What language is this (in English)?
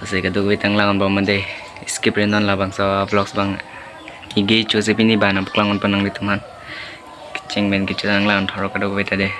Karbi